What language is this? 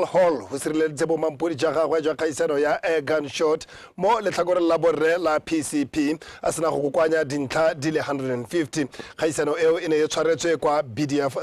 Tswana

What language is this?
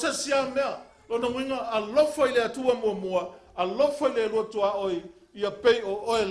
Samoan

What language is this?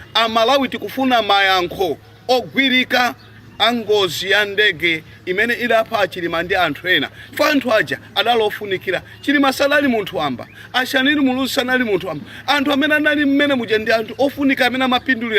Nyanja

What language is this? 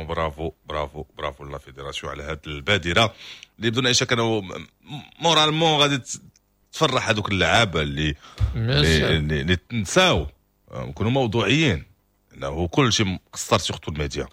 Moroccan Arabic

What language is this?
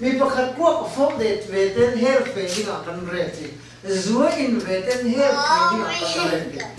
Falam Chin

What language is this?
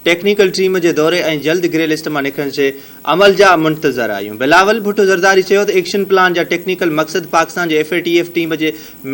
Sindhi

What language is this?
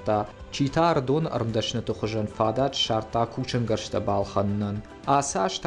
Ossetic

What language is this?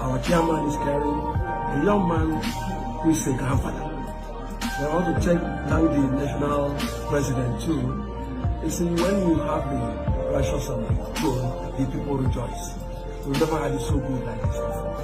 Nigerian Pidgin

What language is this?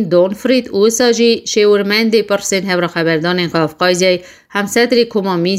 Kurdish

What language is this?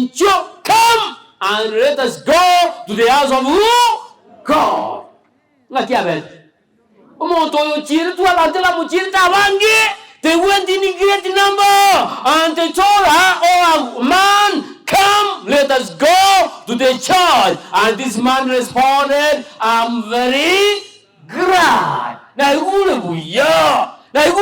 Gusii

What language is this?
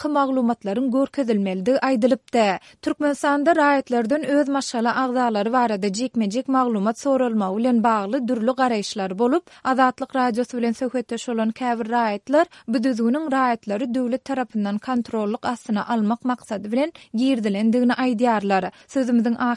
Turkmen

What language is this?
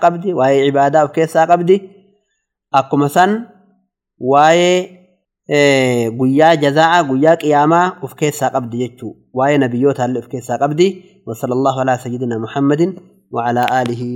Oromo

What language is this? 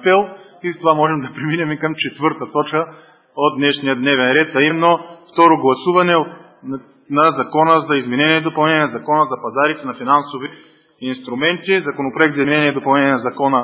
Bulgarian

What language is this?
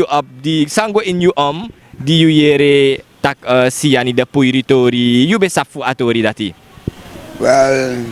Sranan Tongo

